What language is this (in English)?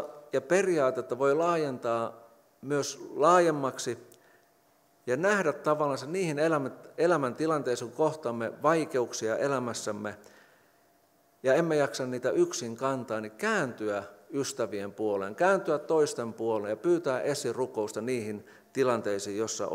Finnish